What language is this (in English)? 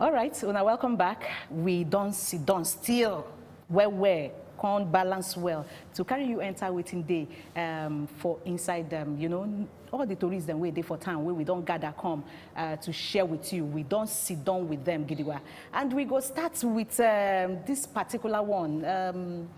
Nigerian Pidgin